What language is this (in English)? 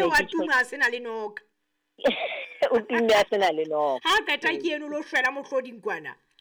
Southern Sotho